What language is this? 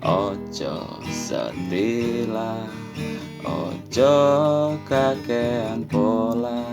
Javanese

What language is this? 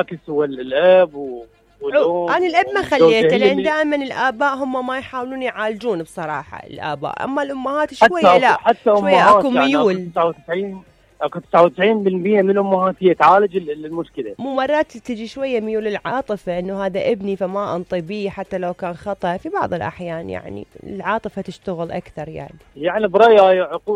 Mesopotamian Arabic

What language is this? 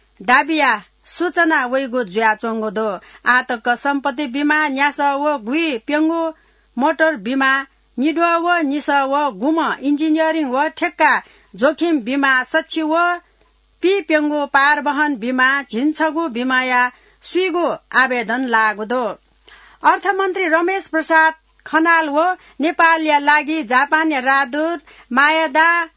Newari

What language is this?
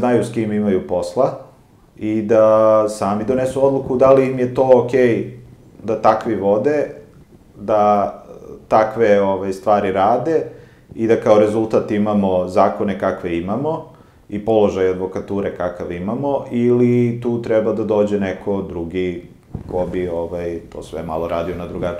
Serbian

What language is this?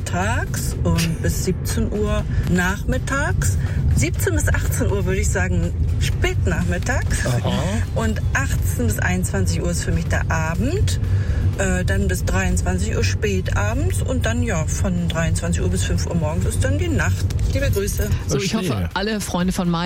German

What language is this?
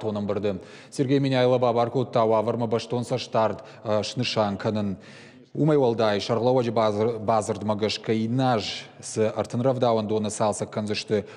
Ossetic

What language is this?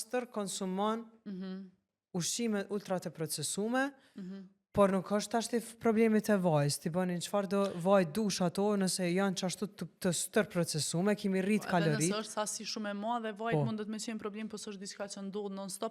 Albanian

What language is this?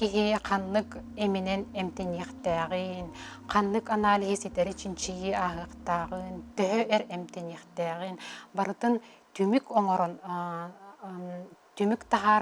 Yakut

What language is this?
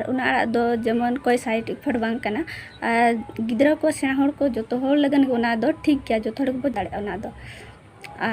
Santali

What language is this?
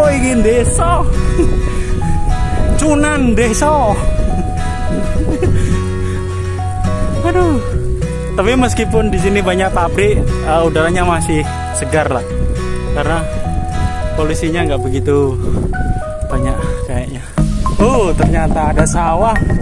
Indonesian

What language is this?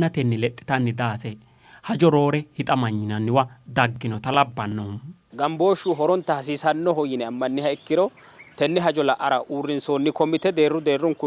Sidamo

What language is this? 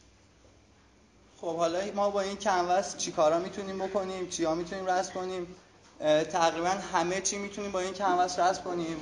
Persian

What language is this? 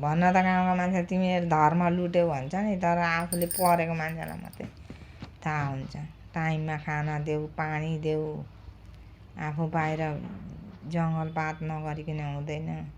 Nepali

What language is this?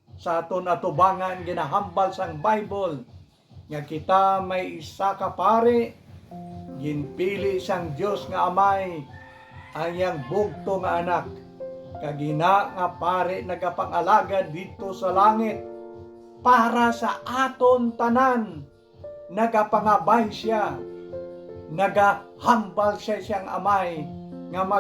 Hiligaynon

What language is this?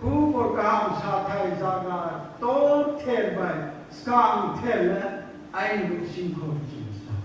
Riang (India)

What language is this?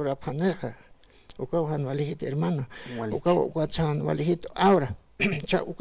Aymara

